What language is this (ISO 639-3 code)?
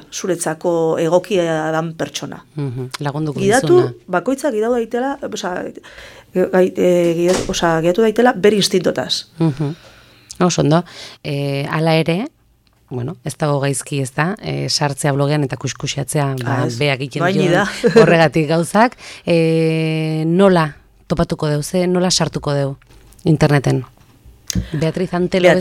eus